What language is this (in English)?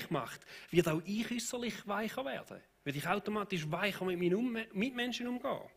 Swiss German